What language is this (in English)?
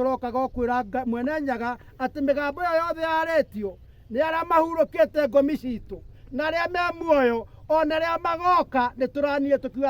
Kikuyu